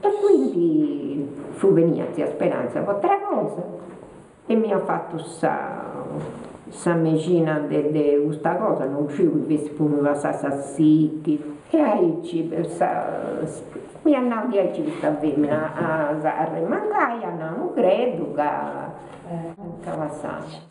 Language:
Sardinian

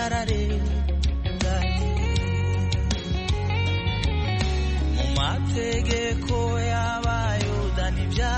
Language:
Kinyarwanda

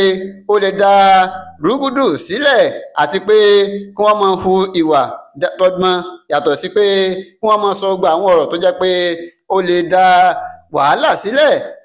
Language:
Yoruba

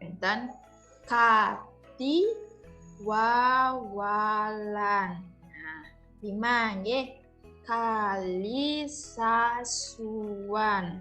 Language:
Balinese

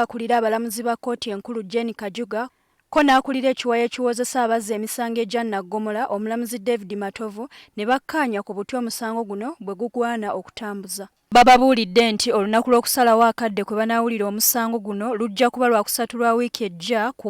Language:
Ganda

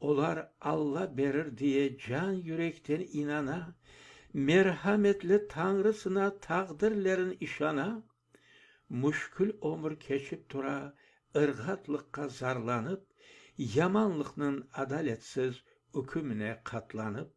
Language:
Crimean Tatar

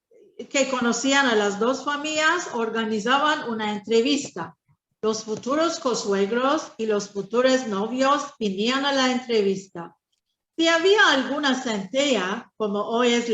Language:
Ladino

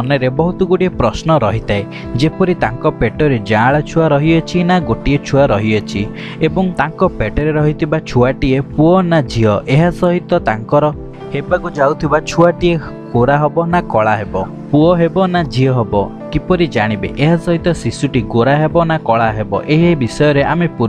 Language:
Odia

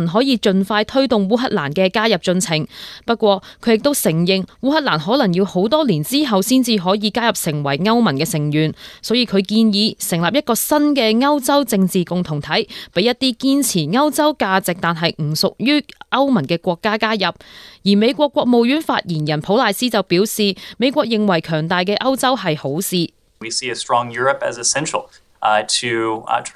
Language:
Cantonese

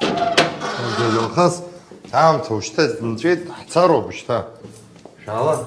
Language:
Abkhazian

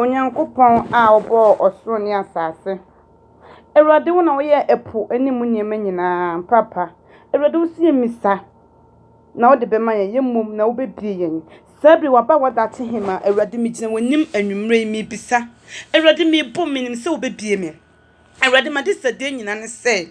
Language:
Akan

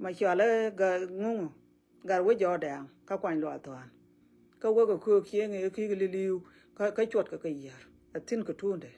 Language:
Nuer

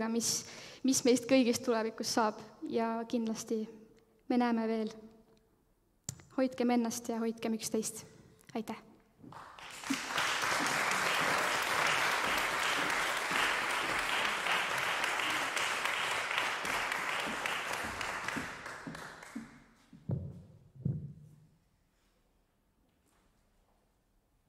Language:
Estonian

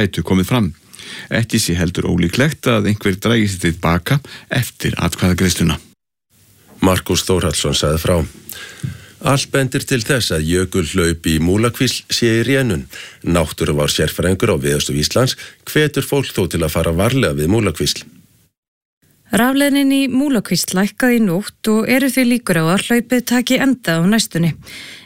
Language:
Icelandic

